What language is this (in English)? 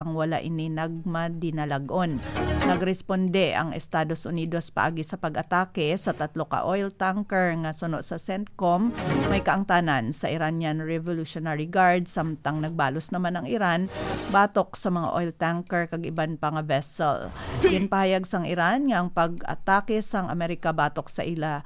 Hiligaynon